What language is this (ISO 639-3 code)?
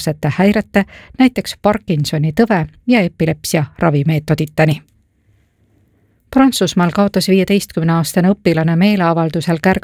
est